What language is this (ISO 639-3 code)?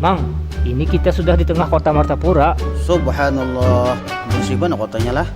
bjn